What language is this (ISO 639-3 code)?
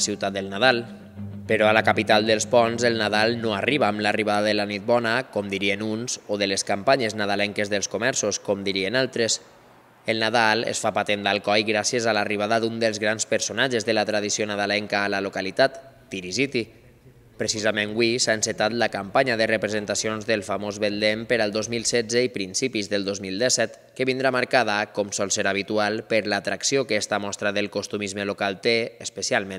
cat